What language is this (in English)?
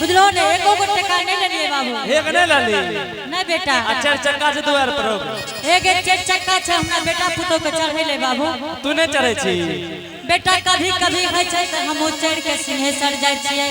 Angika